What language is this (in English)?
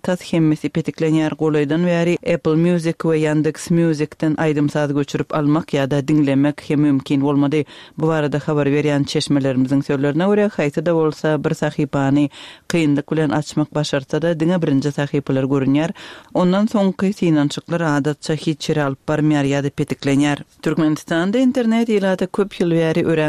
Turkmen